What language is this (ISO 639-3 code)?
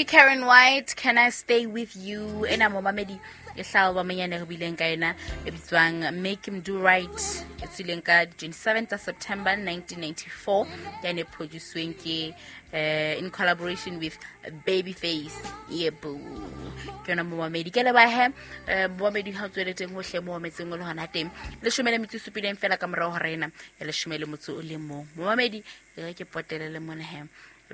sot